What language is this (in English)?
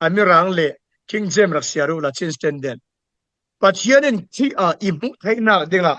Falam Chin